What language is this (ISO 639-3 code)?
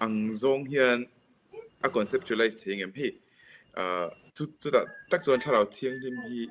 lus